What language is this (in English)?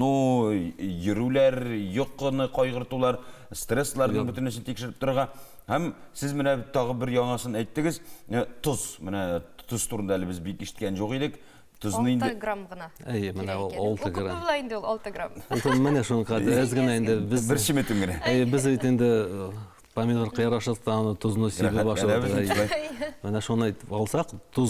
Tatar